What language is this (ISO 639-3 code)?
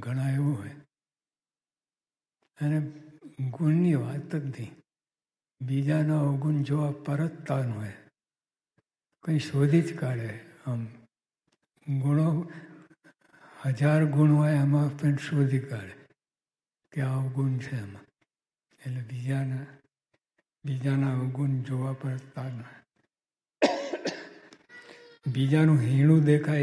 guj